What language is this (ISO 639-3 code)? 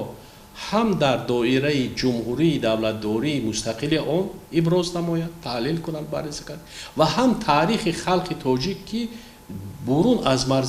tgk